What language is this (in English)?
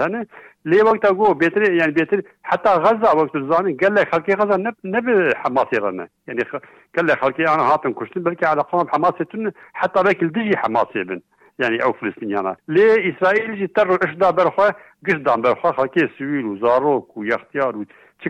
Kurdish